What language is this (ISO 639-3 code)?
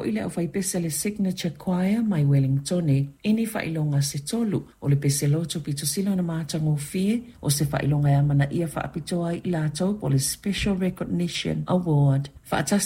smo